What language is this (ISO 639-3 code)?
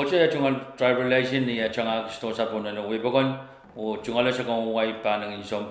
pon